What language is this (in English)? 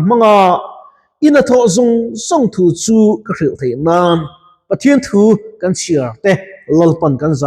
Mizo